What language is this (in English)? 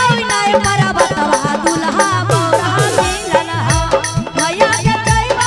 Magahi